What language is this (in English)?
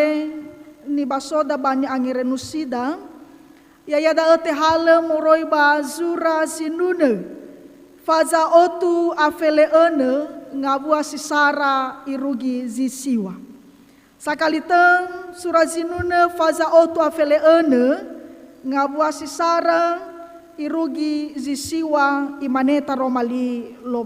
Nias